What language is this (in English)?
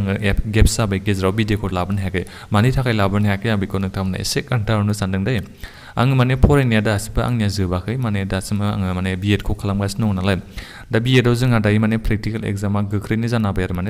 Bodo